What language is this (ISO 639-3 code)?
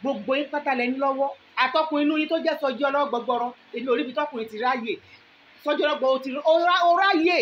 yor